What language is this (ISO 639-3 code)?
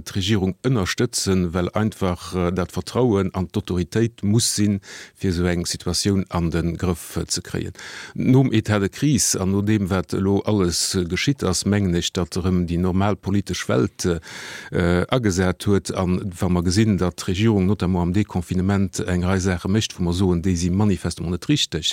ltz